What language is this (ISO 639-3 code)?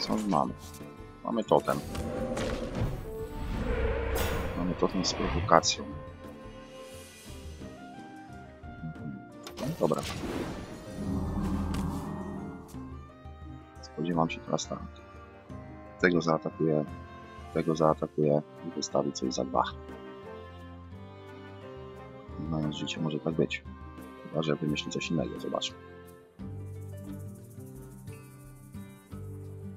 pol